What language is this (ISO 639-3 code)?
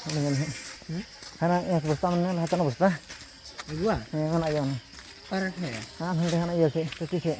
sat